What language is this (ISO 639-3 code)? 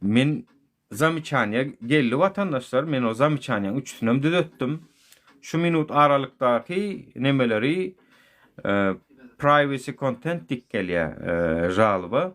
tuk